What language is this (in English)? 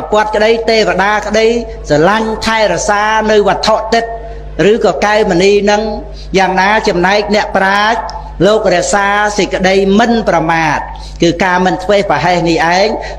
Khmer